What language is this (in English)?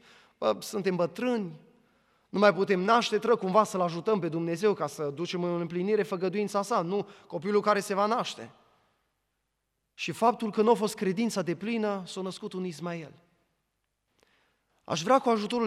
Romanian